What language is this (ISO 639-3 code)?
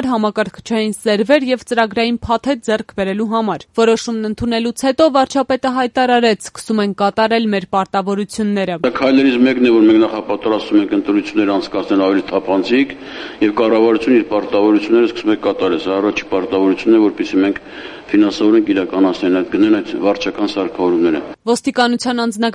hye